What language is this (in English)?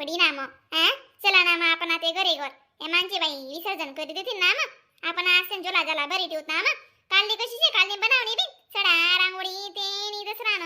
Khandesi